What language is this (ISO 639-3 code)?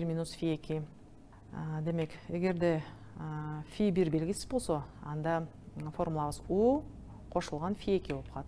kir